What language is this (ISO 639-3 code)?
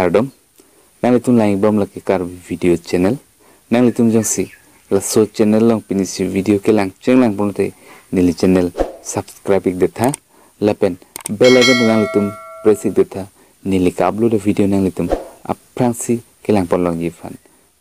mjw